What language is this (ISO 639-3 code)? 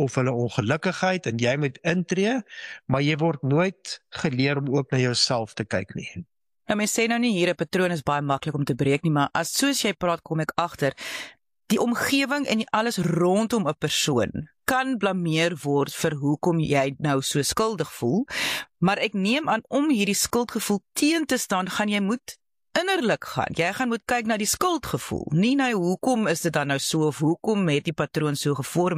afr